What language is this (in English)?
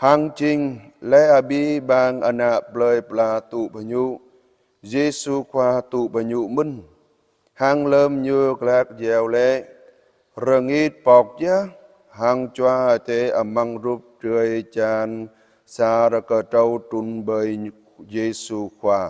Jarai